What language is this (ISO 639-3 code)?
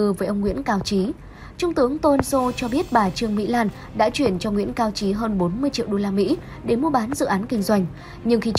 vie